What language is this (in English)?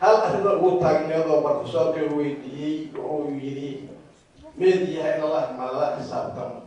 Somali